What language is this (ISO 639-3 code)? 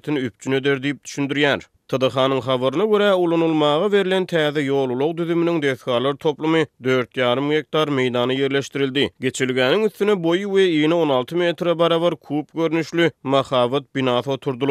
tuk